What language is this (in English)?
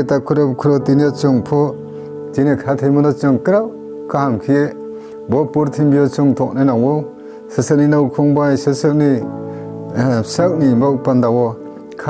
Riang (India)